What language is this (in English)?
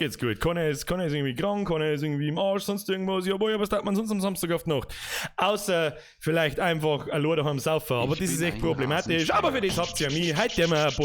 Bavarian